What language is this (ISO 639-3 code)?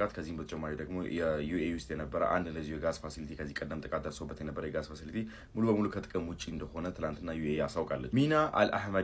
amh